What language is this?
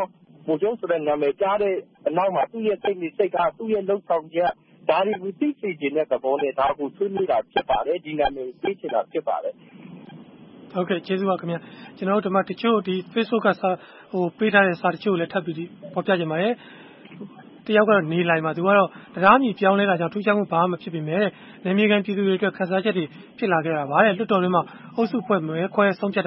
Burmese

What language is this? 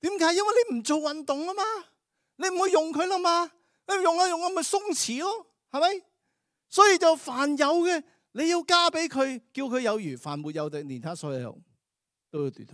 Cantonese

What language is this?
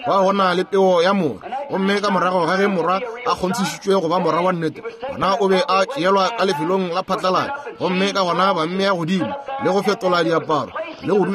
Northern Sotho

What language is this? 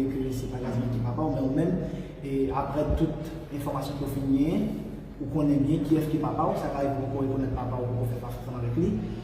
Haitian Creole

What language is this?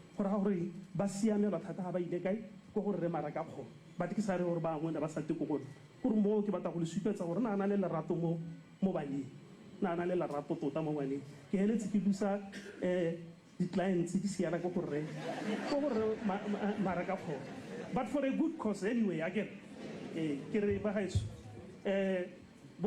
Tswana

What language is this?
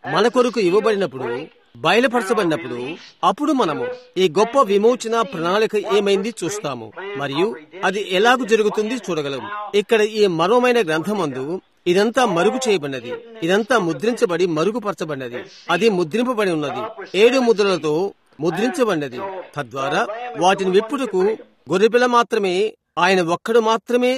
Telugu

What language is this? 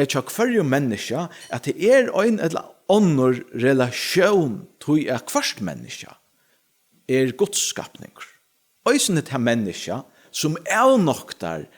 Faroese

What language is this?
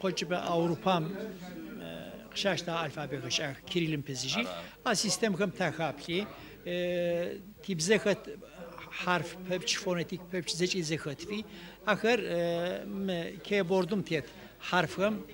Adyghe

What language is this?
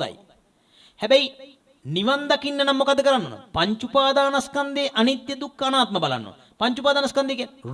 Sinhala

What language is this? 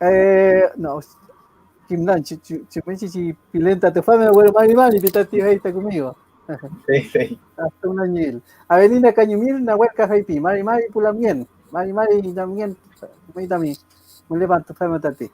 Mapuche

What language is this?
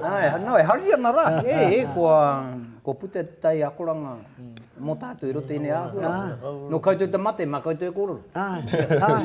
Māori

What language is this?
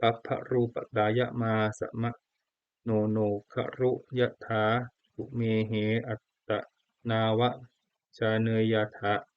Pali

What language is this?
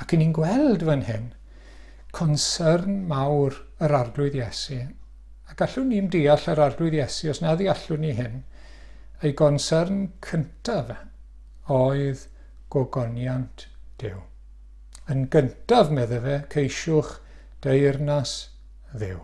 Welsh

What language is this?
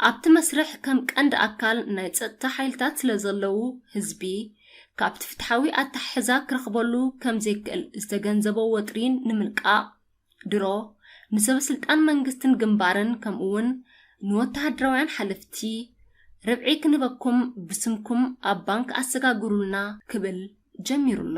Tigrinya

